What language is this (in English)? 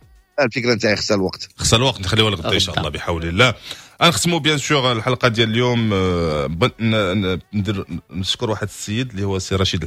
Moroccan Arabic